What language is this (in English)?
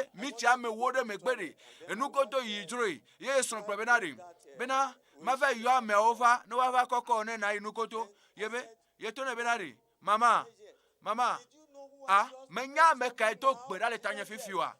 Ewe